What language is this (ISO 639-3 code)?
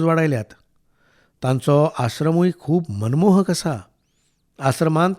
kok